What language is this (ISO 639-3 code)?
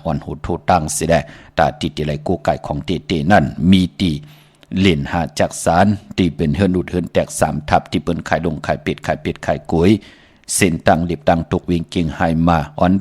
shn